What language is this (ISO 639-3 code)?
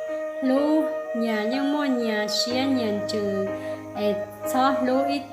hmn